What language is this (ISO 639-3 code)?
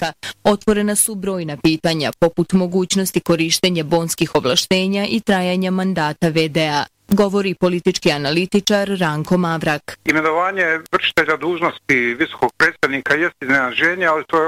bos